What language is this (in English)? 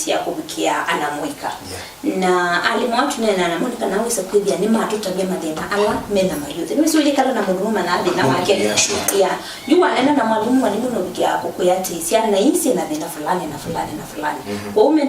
Kamba